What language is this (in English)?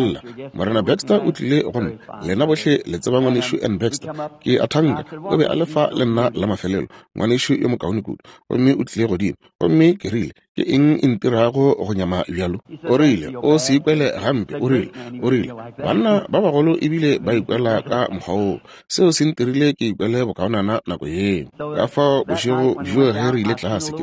Northern Sotho